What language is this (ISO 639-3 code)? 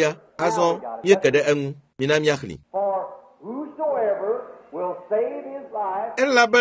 ewe